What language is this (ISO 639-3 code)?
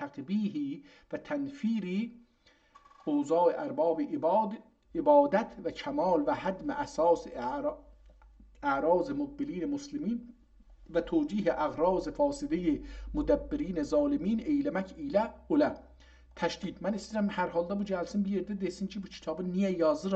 azb